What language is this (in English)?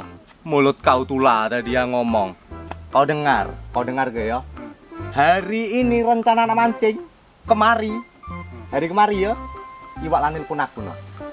Musi